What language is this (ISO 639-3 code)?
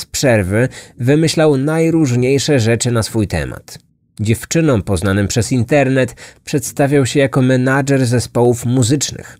pol